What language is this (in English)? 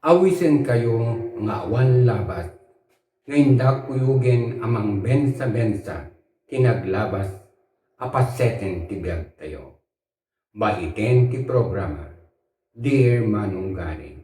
Iloko